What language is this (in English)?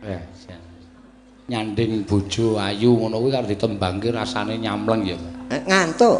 Javanese